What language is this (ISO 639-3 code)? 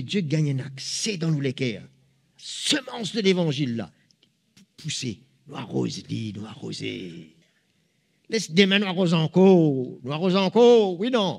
mfe